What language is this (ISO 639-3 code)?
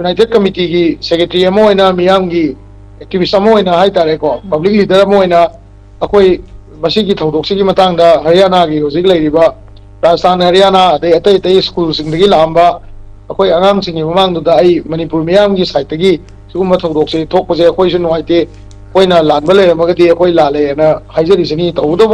mni